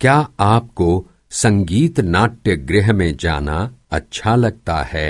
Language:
Kyrgyz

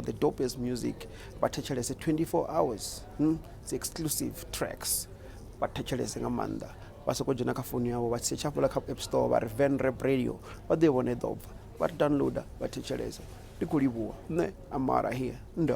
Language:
Venda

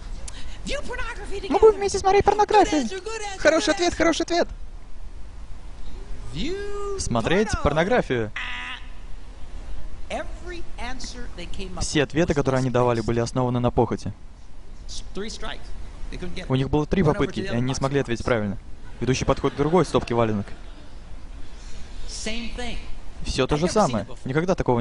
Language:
Russian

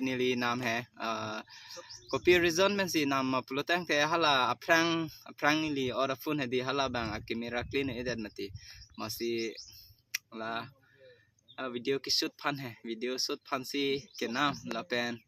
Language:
Karbi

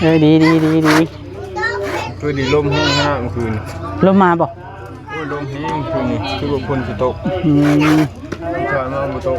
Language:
Northeastern Thai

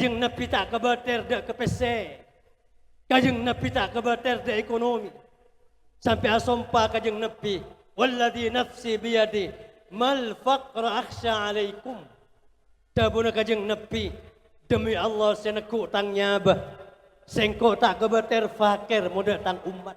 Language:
Madurese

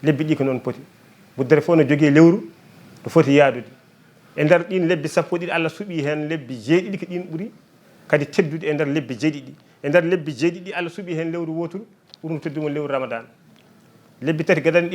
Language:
Fula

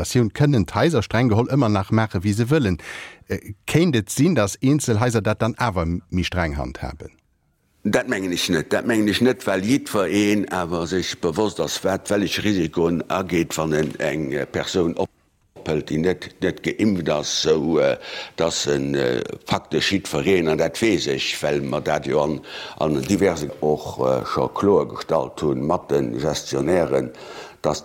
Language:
Luxembourgish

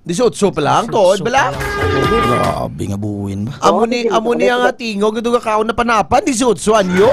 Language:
Hiligaynon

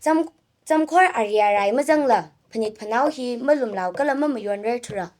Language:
Tangkhul Naga (India)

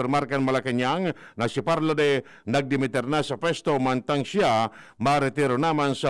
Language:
Bikol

